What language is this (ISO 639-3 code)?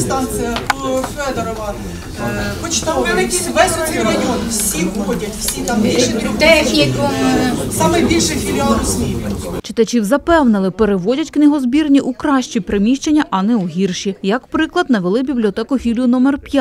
ukr